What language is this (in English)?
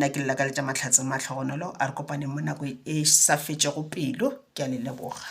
Northern Sotho